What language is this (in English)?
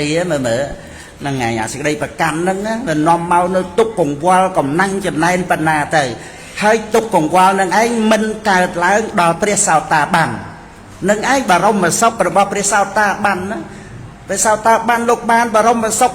Khmer